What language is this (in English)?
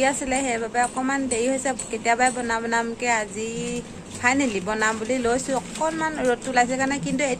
Assamese